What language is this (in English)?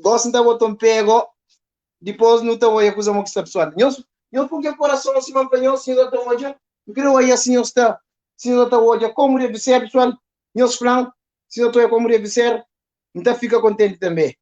Kabuverdianu